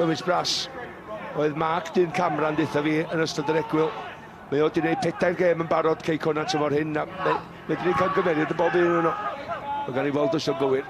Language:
Welsh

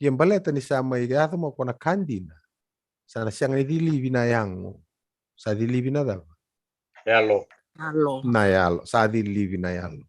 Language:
Fijian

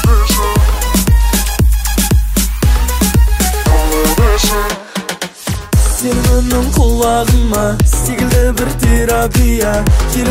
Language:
Kazakh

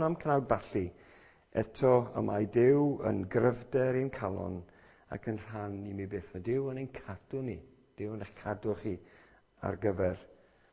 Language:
Welsh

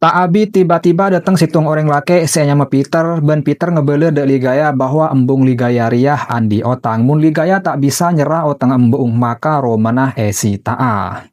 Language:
Madurese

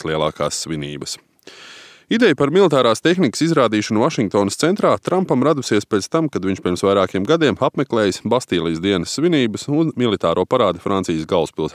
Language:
Latvian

